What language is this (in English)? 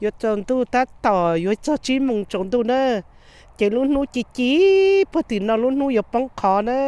Hmong